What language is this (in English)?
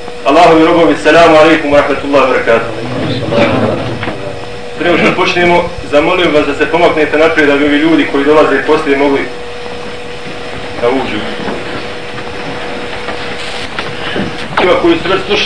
Bosnian